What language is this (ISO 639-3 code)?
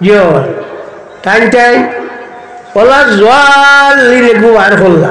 syl